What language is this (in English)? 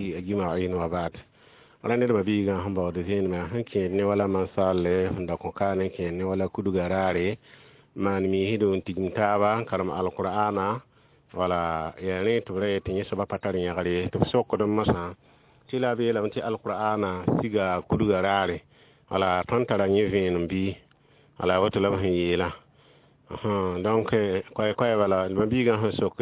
Mossi